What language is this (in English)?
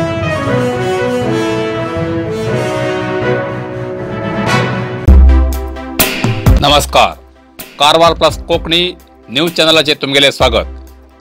Konkani